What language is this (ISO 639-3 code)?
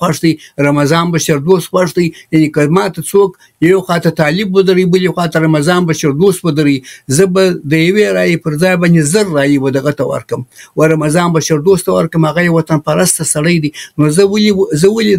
pus